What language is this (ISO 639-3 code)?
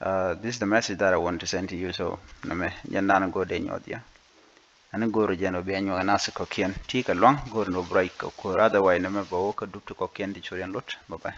nus